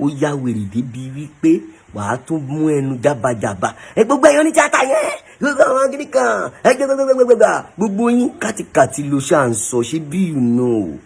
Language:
Yoruba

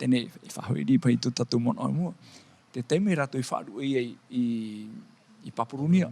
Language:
Tahitian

